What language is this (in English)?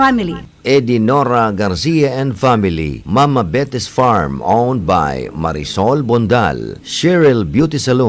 Bikol